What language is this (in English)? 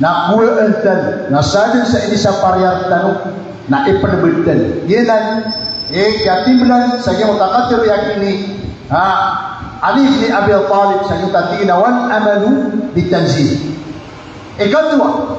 Maranao